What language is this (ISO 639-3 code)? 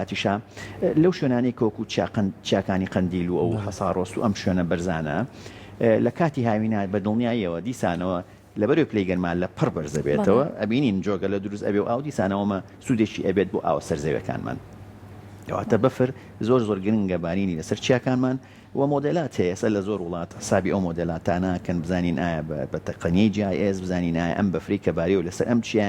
ckb